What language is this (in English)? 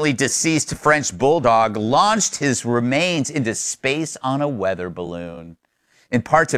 English